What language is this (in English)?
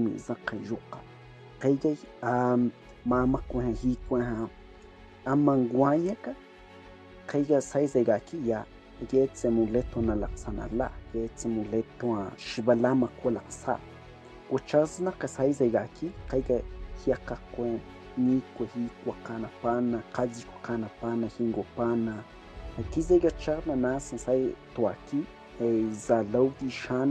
Cogui